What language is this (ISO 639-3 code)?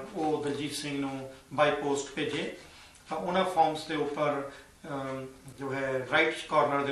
pan